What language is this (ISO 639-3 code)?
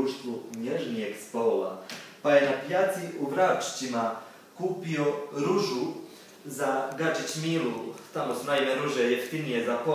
hrv